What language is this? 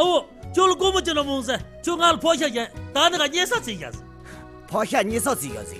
Tibetan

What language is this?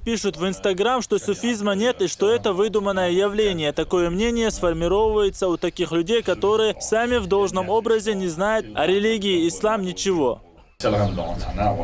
Chechen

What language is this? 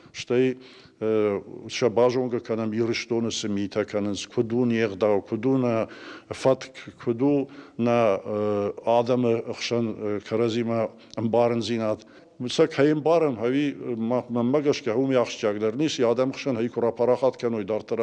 Ossetic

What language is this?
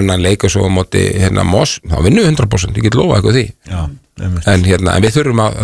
Icelandic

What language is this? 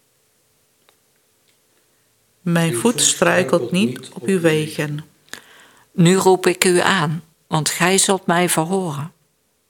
Dutch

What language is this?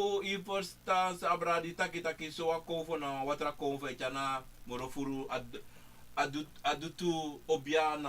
Sranan Tongo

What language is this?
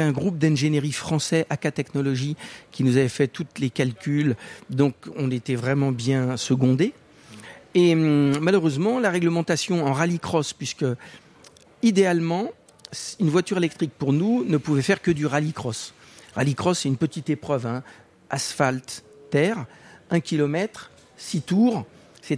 French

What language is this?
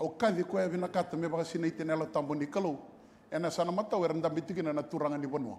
Fijian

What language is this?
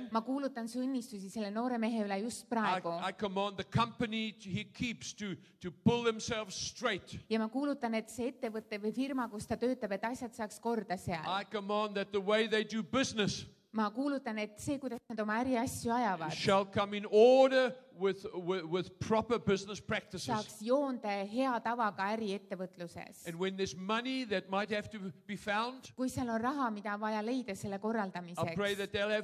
Estonian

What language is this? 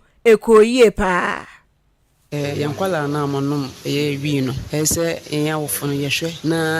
Akan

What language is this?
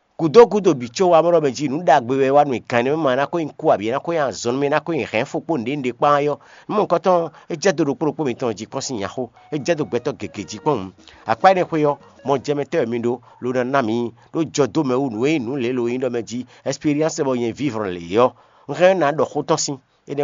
Fon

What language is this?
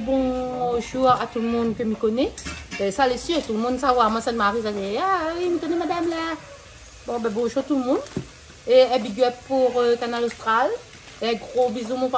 Réunion Creole French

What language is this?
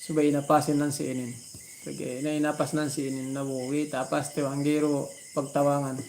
Yakan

